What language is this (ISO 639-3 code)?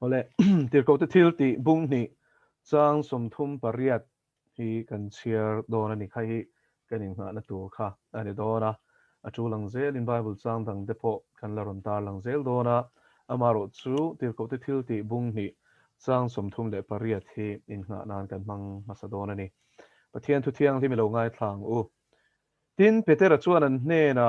lus